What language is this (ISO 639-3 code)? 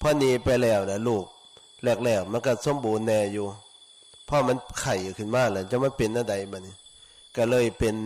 tts